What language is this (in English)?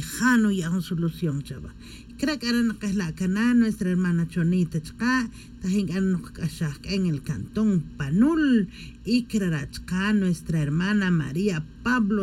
Tz'utujil